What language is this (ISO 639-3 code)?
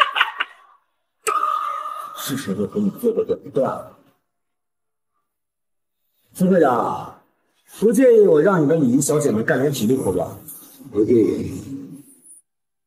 zho